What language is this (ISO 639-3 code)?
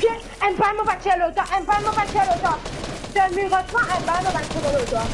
mfe